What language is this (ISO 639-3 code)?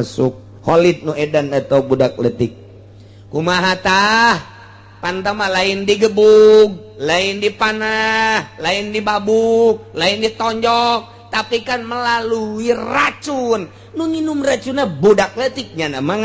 sun